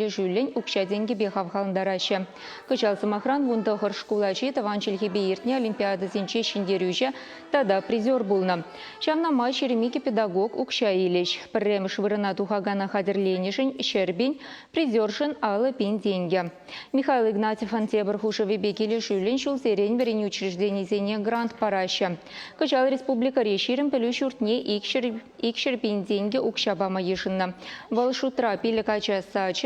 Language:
Chuvash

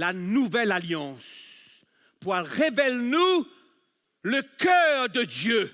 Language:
Morisyen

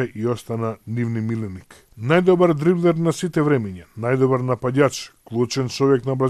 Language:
Macedonian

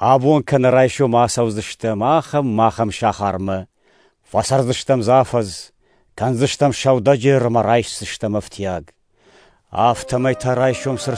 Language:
Ossetic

